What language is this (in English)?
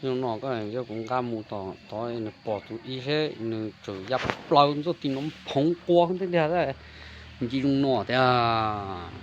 Hmong